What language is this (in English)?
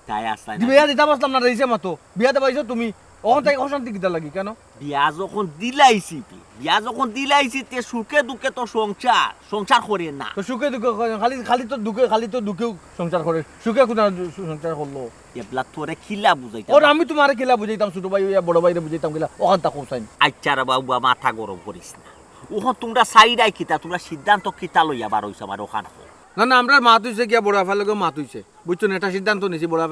Sylheti